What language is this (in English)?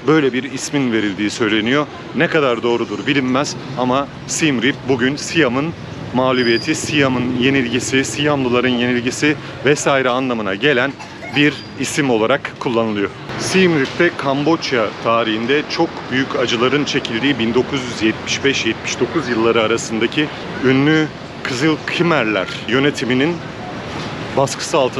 Turkish